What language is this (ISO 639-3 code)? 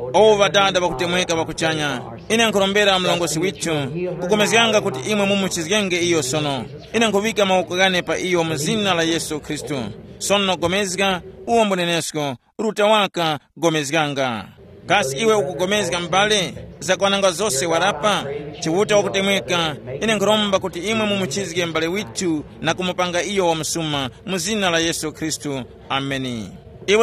tum